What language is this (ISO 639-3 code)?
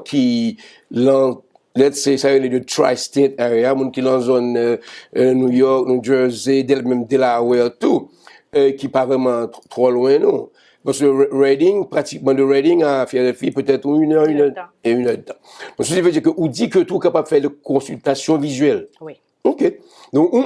hat